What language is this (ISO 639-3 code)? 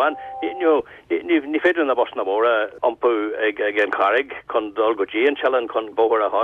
gle